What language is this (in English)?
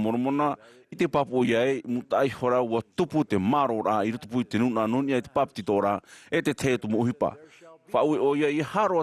Tahitian